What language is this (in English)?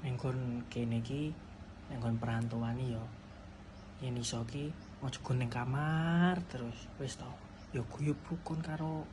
Javanese